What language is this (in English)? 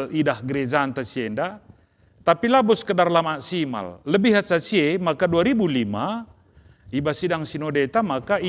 Batak Karo